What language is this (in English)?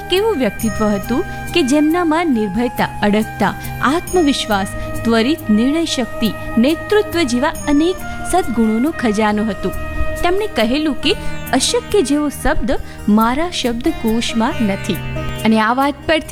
Gujarati